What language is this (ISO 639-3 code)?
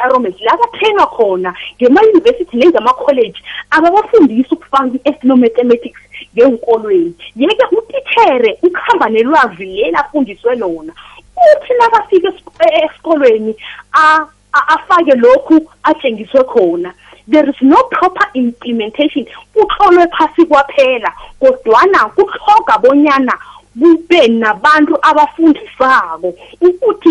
nbl